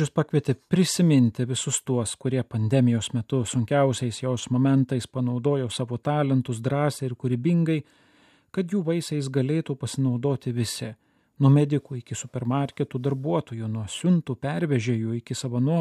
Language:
Lithuanian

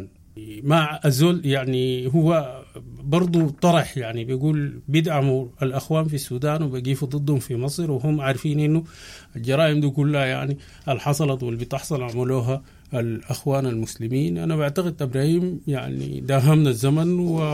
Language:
Sudanese Arabic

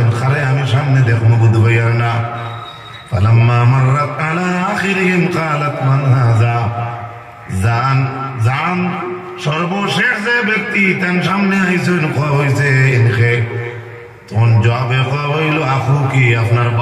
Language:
Sylheti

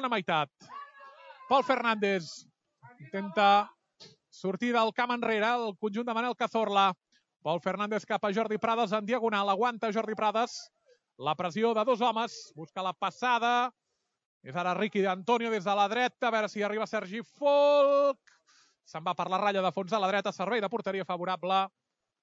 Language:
Catalan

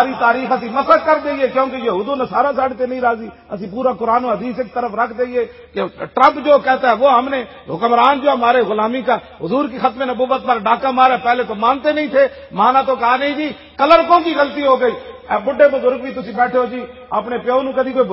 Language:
Western Panjabi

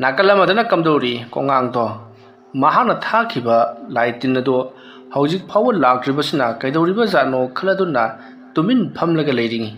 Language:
Manipuri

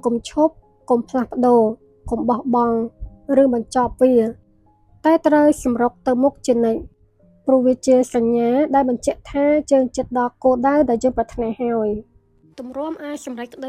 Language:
Khmer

